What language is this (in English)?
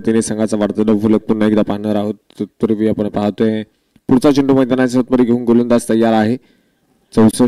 Marathi